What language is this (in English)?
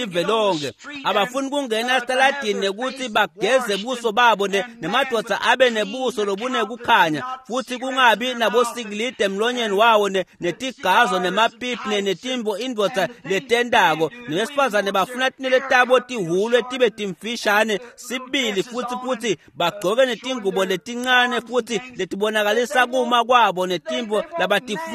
Swati